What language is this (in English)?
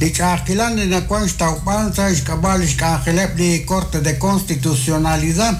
Kekchí